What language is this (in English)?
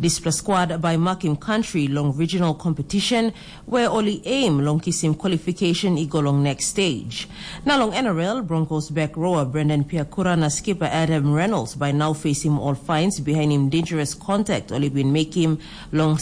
Tok Pisin